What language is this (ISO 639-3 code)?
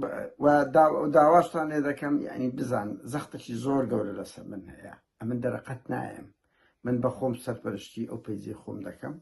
ckb